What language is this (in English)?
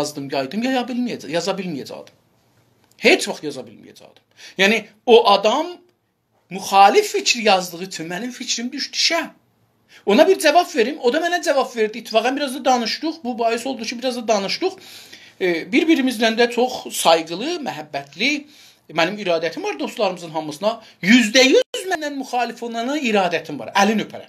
South Azerbaijani